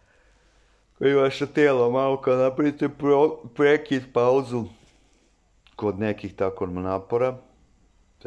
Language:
Serbian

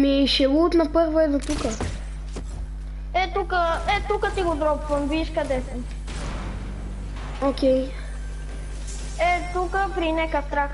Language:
Bulgarian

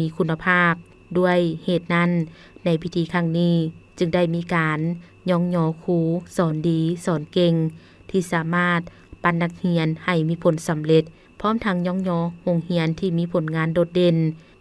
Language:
Lao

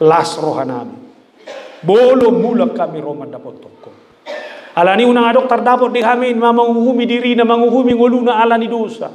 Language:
Batak Toba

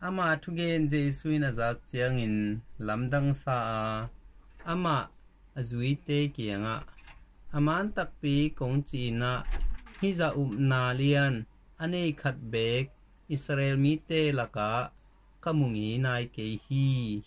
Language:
Tedim Chin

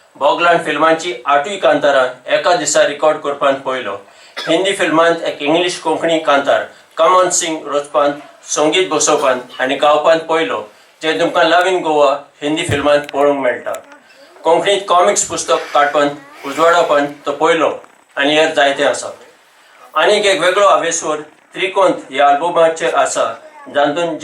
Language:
Konkani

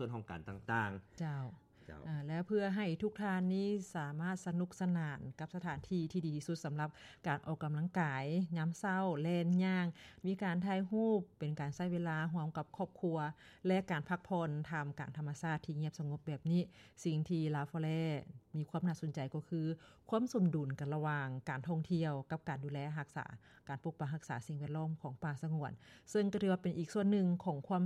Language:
Lao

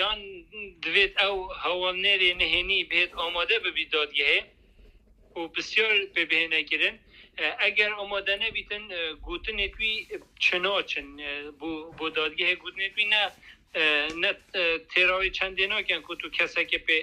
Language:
Kurdish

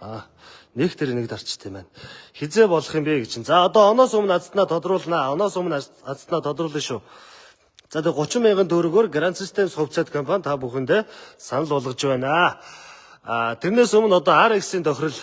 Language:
Mongolian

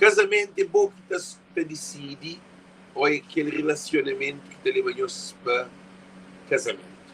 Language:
Kabuverdianu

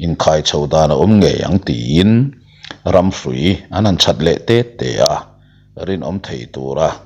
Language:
Mizo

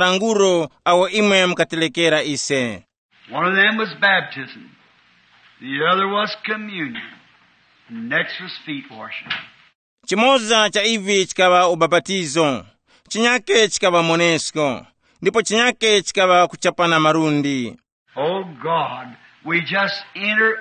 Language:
Tumbuka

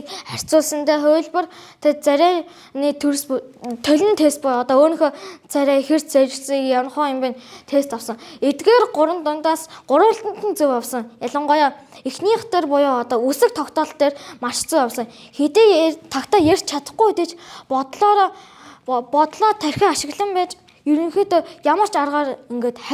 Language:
Mongolian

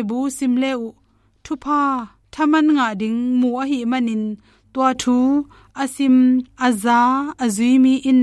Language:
Tedim Chin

